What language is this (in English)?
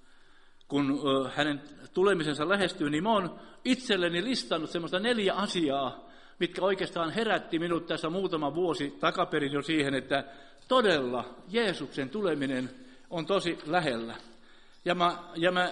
Finnish